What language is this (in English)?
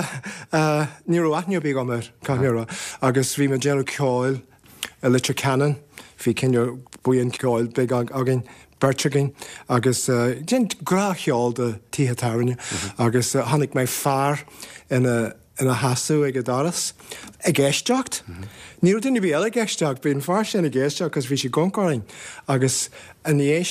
Irish